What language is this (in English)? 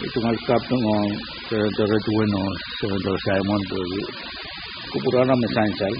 Pohnpeian